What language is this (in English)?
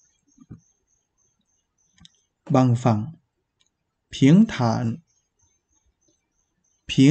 Vietnamese